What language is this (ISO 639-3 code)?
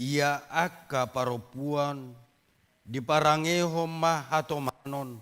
bbc